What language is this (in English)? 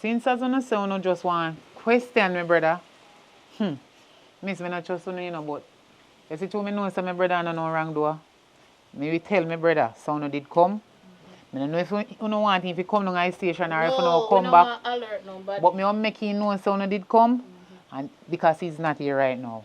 Jamaican Creole English